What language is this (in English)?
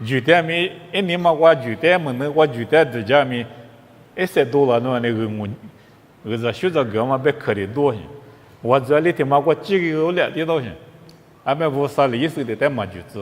Lisu